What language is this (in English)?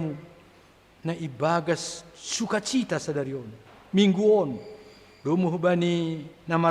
Batak Simalungun